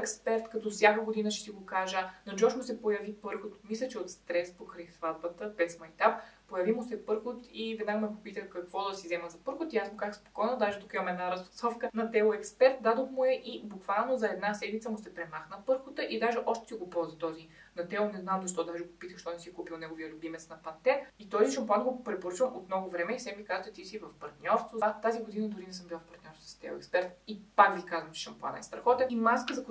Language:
Bulgarian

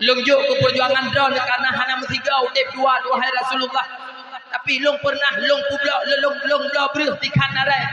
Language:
Achinese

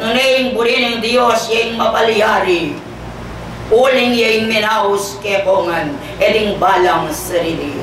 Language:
Pampanga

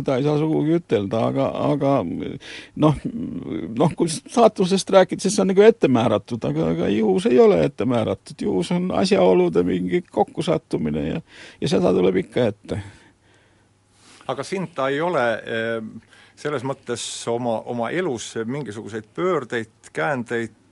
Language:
Estonian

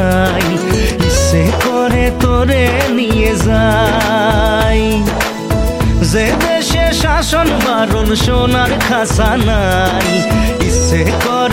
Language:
Bangla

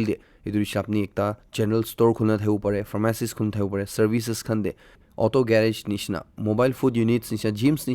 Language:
Naga Pidgin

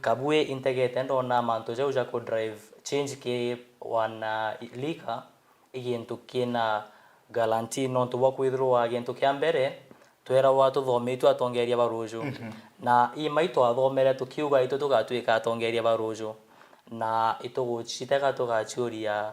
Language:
Meru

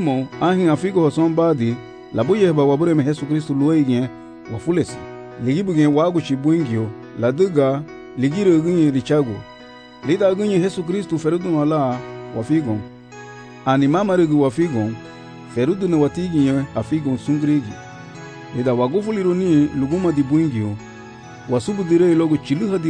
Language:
Garifuna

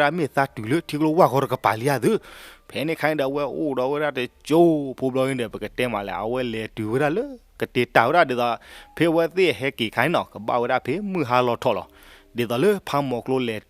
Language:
S'gaw Karen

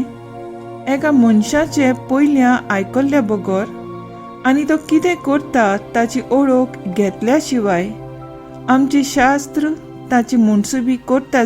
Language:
Konkani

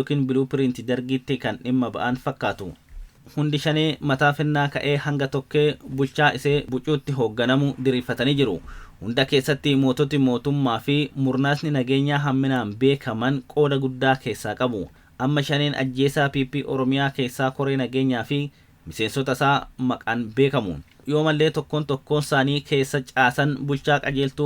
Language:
Oromo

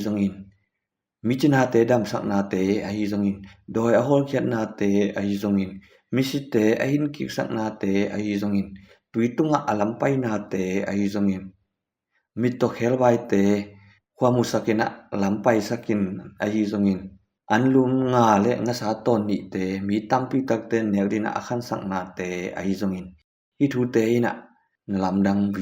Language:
Tedim Chin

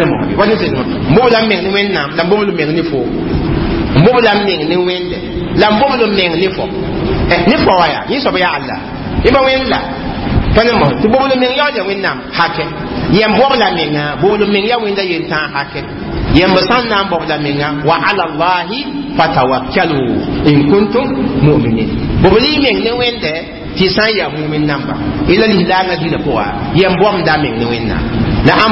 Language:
Mossi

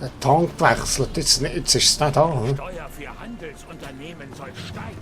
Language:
Swiss German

